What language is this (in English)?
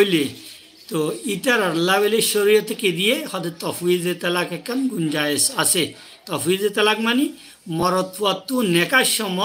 Rohingya